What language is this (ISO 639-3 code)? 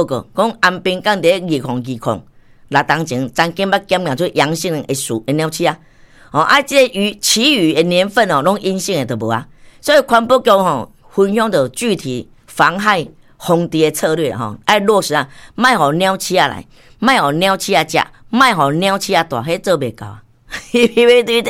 nan